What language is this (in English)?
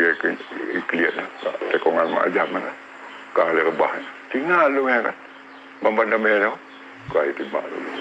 Achinese